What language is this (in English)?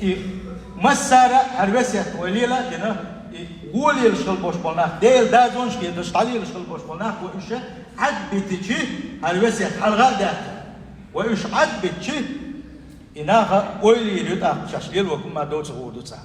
Chechen